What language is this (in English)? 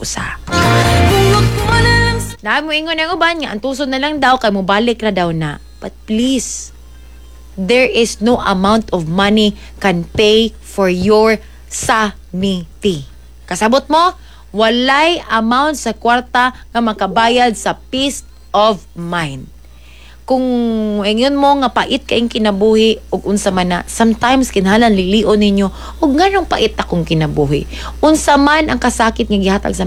Cebuano